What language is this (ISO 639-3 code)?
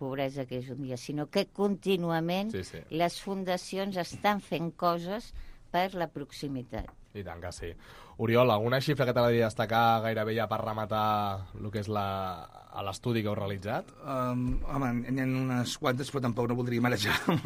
cat